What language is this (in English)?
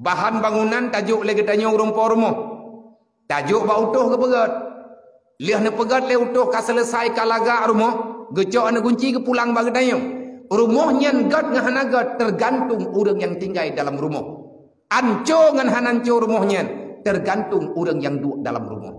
Achinese